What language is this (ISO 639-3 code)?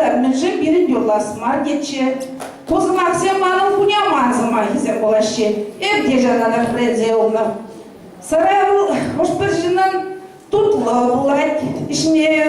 chv